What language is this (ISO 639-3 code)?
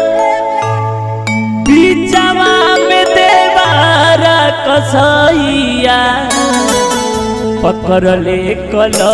bho